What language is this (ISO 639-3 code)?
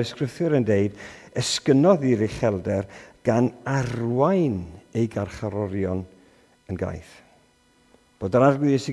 cym